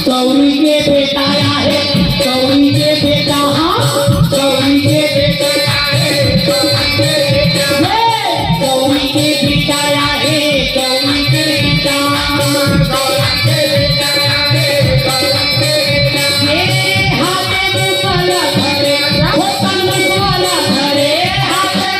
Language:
Chhattisgarhi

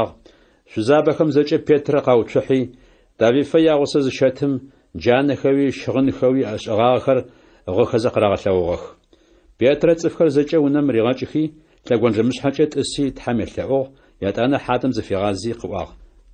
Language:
Adyghe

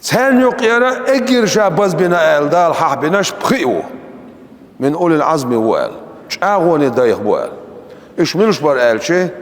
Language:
Chechen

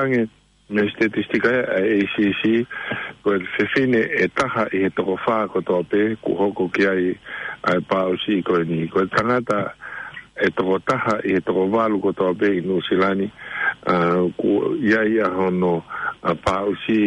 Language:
Tongan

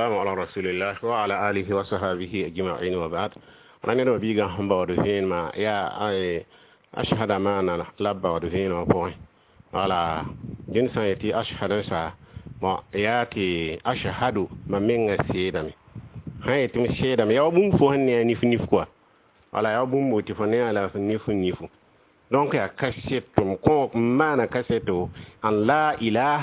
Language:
Mossi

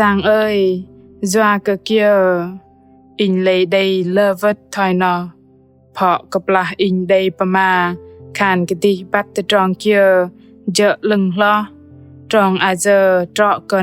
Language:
Bahnar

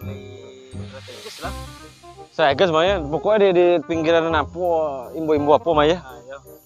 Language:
Minangkabau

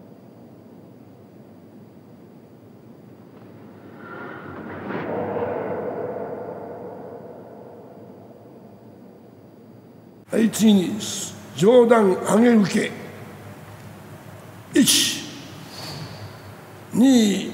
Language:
Japanese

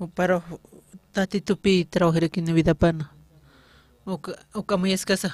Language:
Aymara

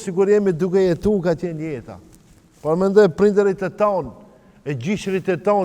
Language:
Albanian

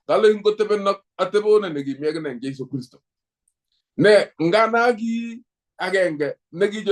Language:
Kalenjin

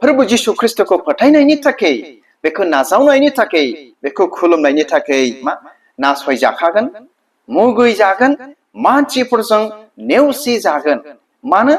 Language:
Bodo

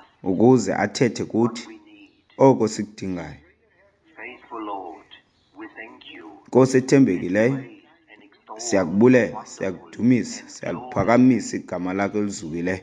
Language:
Xhosa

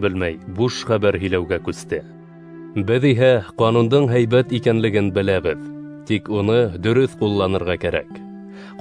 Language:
Bashkir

